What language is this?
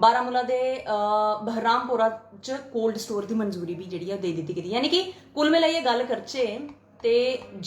Dogri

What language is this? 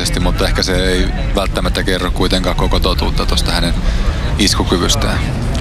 Finnish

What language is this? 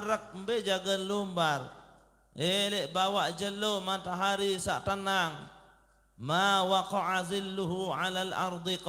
Sasak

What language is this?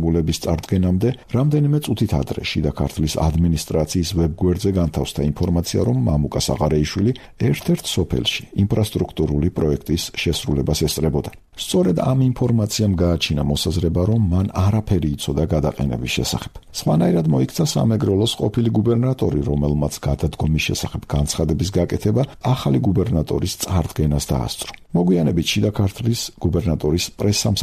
Georgian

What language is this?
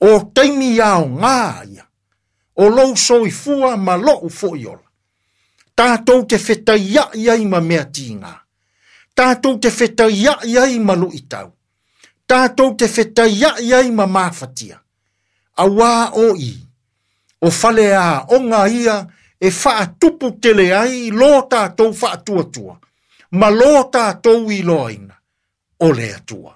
Samoan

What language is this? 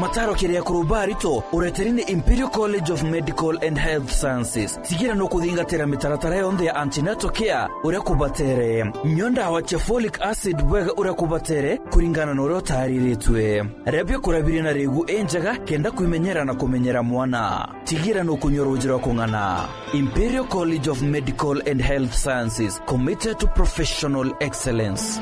Meru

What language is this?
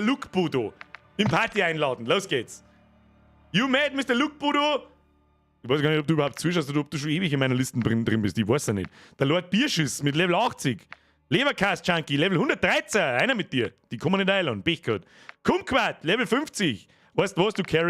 Bavarian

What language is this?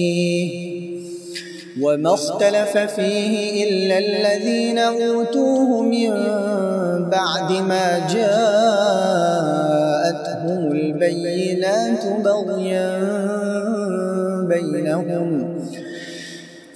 Arabic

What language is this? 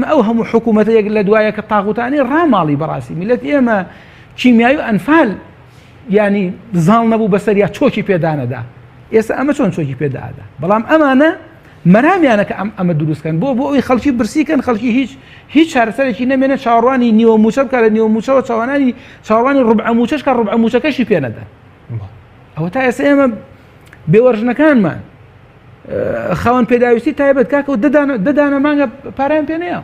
Central Kurdish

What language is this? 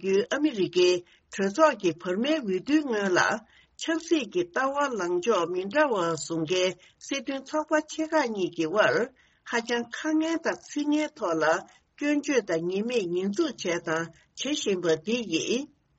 Tibetan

